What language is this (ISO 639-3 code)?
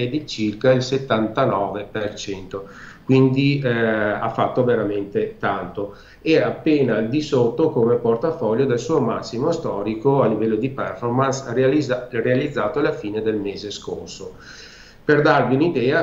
ita